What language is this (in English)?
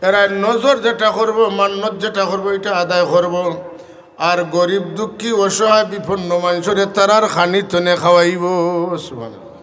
Sylheti